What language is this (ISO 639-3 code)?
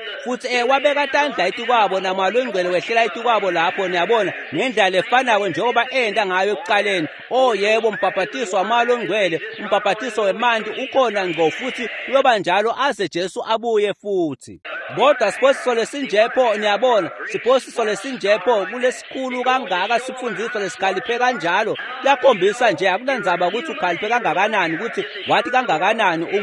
ssw